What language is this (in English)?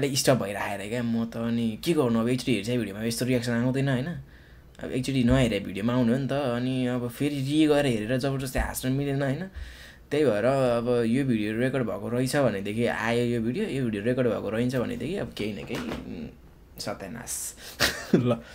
Nepali